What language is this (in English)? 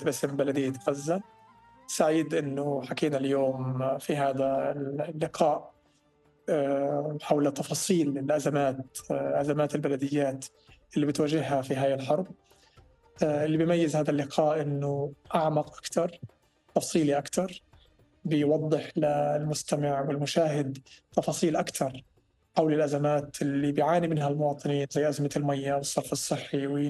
North Levantine Arabic